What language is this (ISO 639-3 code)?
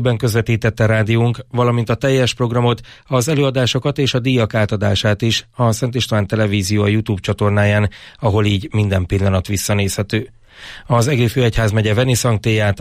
hun